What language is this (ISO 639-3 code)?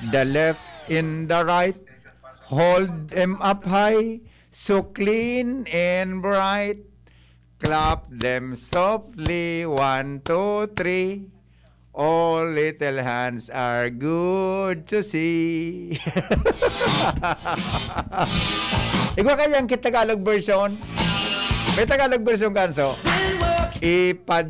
bik